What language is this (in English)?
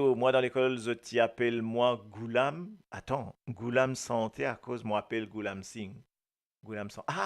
Morisyen